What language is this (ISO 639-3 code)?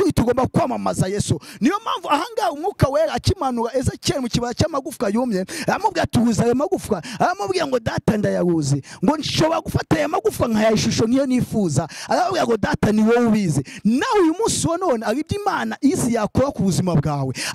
kin